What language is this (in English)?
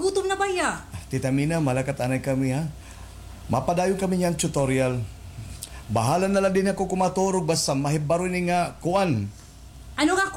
Waray